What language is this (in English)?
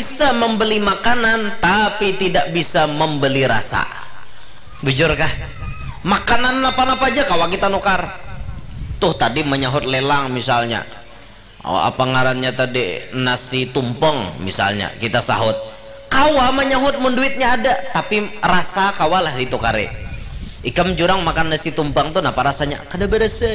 Banjar